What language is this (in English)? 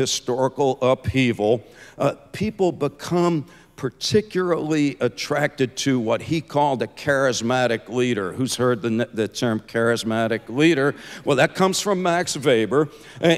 English